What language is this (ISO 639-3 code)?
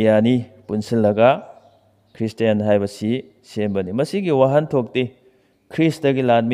mni